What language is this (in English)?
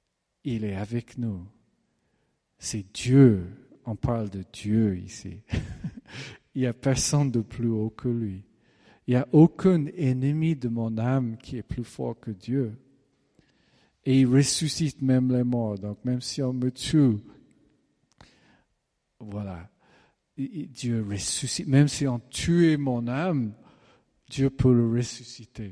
French